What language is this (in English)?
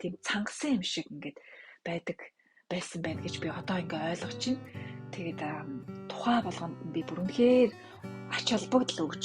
Mongolian